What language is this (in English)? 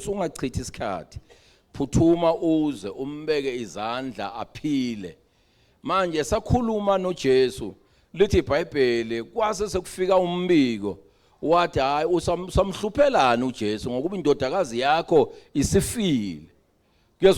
Zulu